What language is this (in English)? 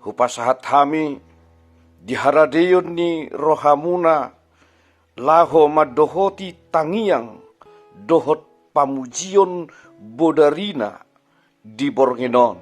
Batak Toba